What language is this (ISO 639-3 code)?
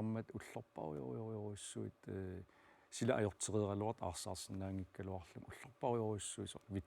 kal